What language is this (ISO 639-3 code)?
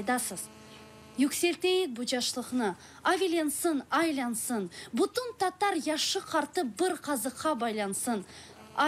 crh